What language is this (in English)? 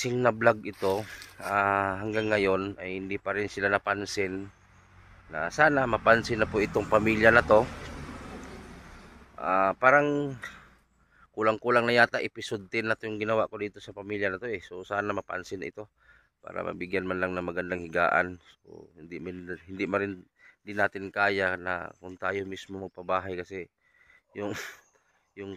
Filipino